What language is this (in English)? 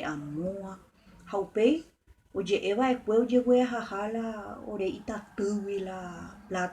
Guarani